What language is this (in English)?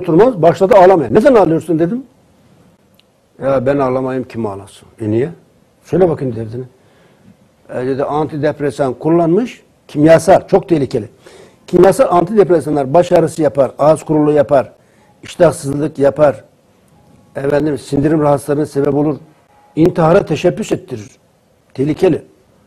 Turkish